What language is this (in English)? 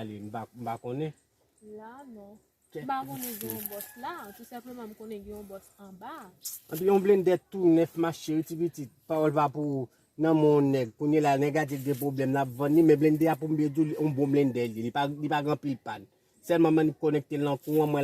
Haitian Creole